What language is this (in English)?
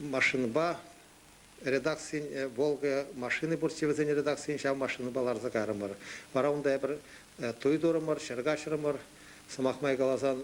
Chuvash